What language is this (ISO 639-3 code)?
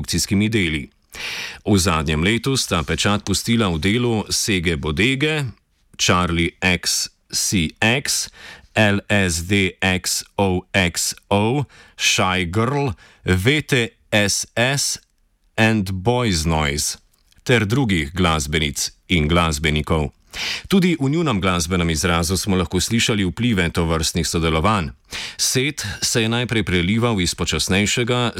slv